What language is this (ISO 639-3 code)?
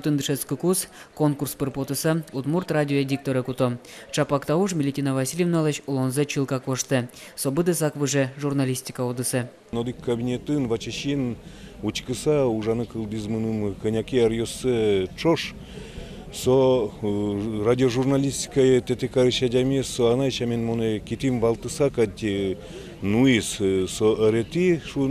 udm